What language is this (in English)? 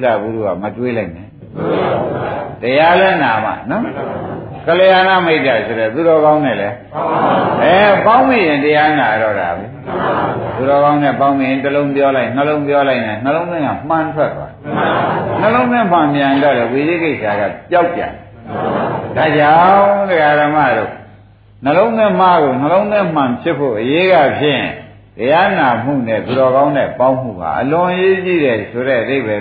Burmese